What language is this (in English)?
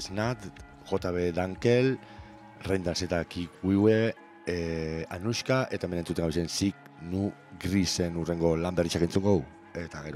Basque